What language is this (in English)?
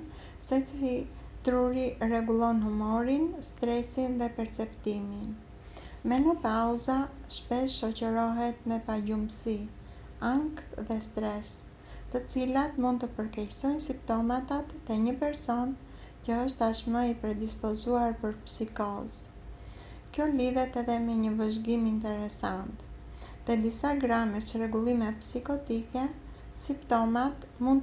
Albanian